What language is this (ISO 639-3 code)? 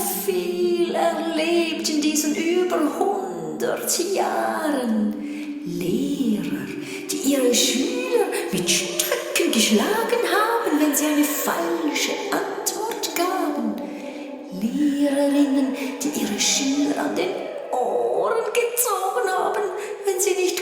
gsw